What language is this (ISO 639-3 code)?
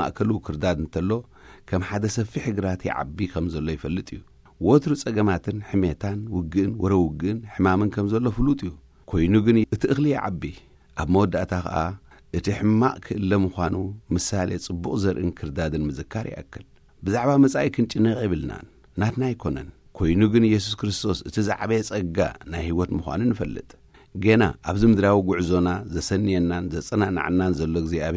tir